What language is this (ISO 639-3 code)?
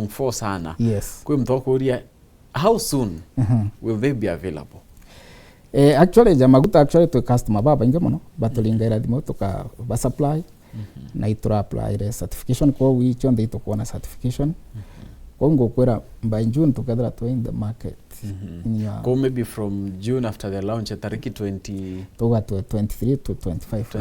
mer